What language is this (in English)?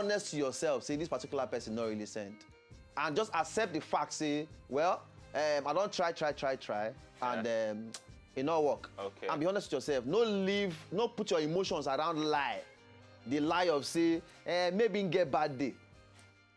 Nigerian Pidgin